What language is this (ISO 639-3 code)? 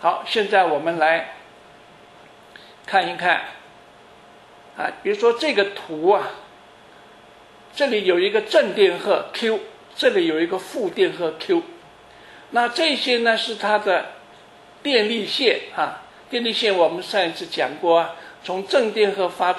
zho